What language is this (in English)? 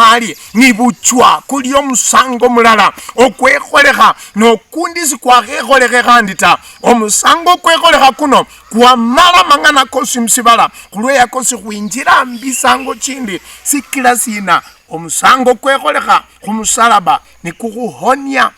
Luyia